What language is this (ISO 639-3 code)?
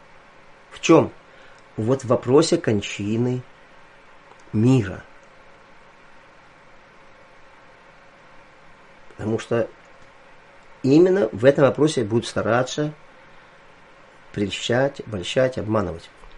rus